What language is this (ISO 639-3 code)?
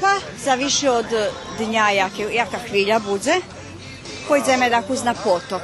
rue